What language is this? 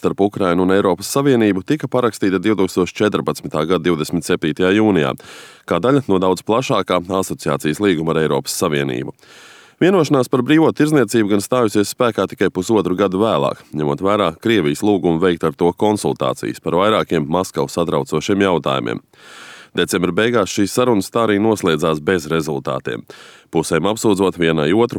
Latvian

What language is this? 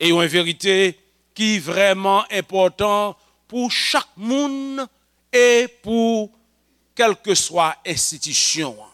Haitian Creole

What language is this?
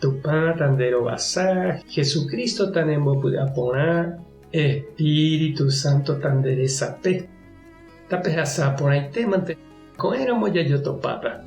Guarani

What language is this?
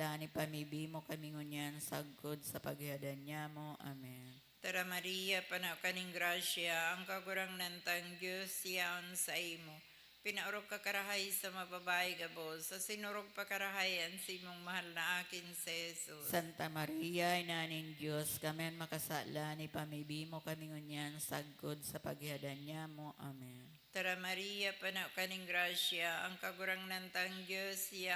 Bikol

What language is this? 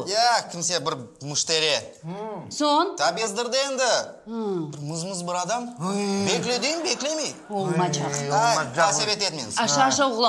Crimean Tatar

